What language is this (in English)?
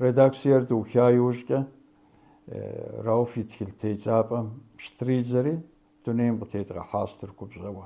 Kabardian